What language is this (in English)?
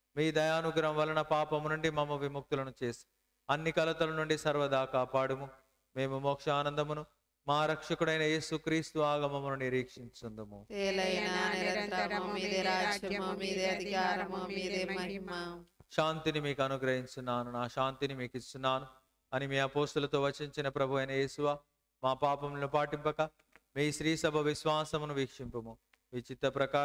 Telugu